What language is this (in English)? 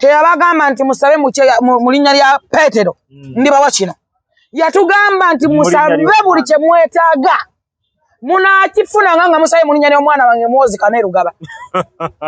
Ganda